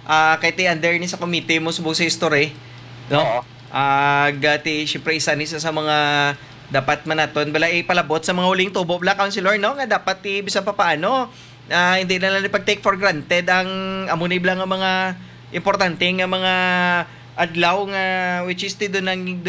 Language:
Hiligaynon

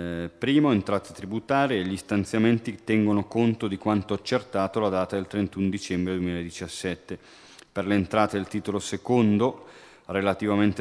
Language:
Italian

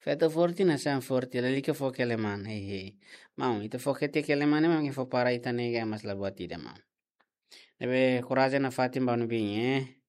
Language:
Tetum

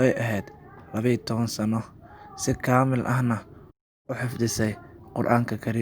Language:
Somali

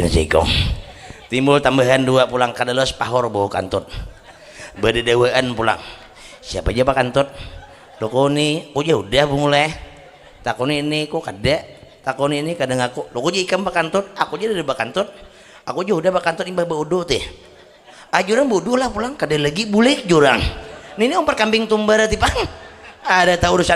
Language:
Banjar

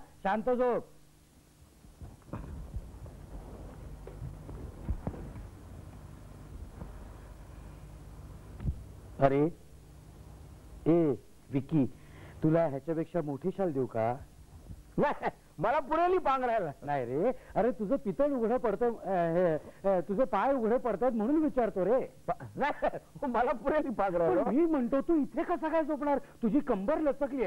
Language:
Marathi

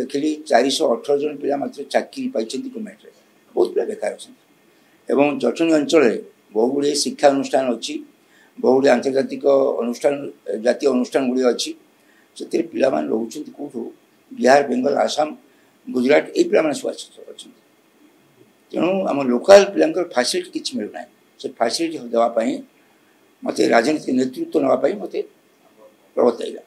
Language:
Odia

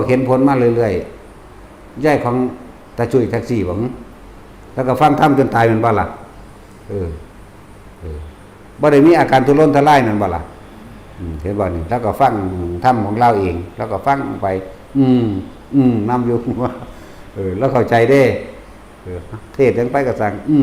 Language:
Northeastern Thai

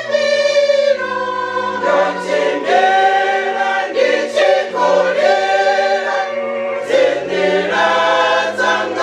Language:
Venda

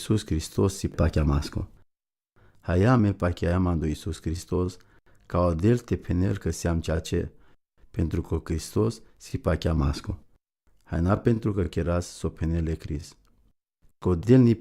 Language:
Romany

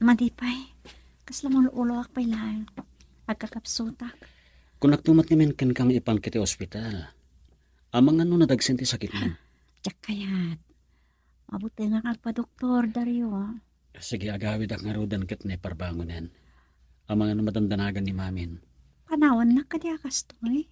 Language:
Iloko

